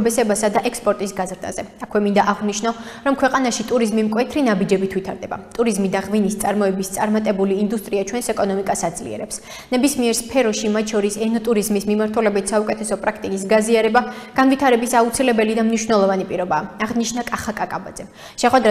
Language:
Georgian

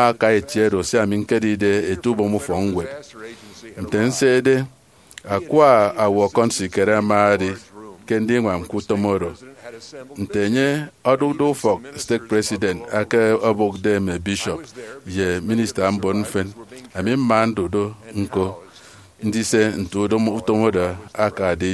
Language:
Efik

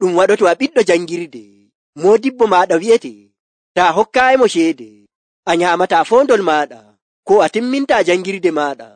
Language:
Nigerian Fulfulde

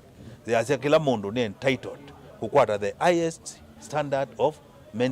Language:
Kamba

